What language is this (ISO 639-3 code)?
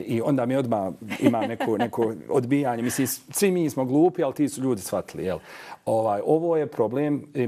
bos